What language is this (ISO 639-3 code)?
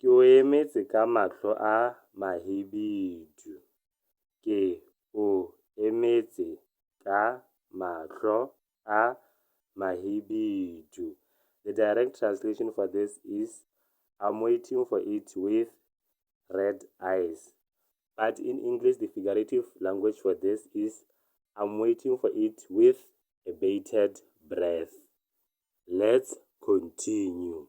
tsn